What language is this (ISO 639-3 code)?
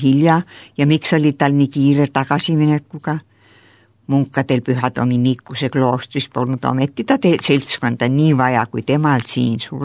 est